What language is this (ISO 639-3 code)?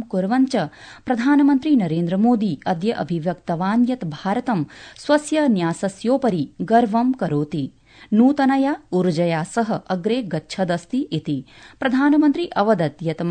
san